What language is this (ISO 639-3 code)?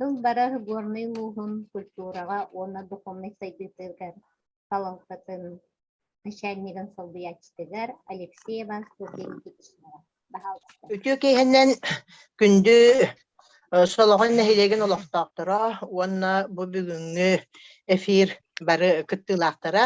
sah